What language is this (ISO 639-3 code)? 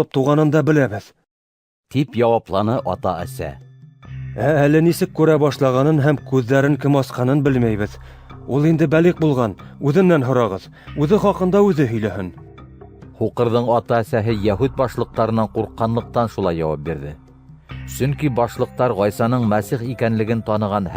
bak